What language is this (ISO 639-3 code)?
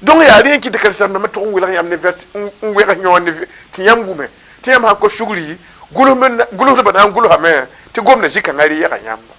mos